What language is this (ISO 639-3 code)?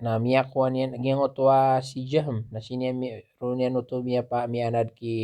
mrw